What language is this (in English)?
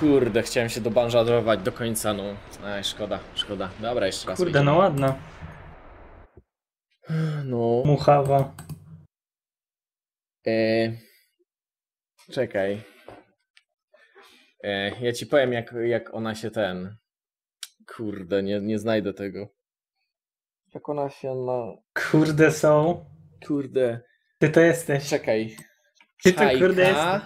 Polish